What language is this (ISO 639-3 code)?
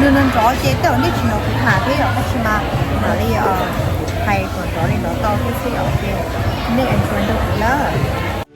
hmn